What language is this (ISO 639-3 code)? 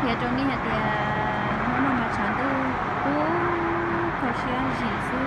hmn